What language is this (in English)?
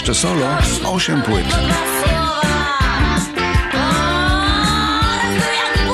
Polish